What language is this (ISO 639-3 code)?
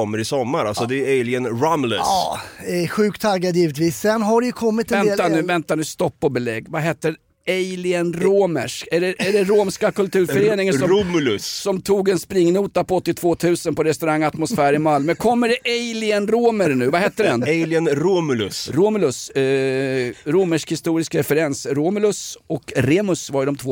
swe